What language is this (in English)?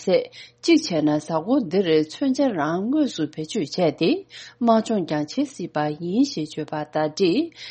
Tibetan